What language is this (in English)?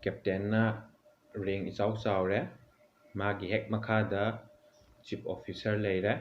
Manipuri